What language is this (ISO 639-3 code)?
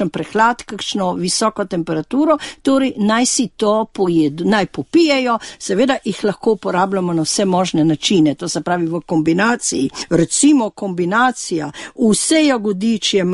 slv